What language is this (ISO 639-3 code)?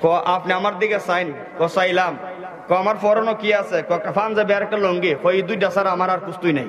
syl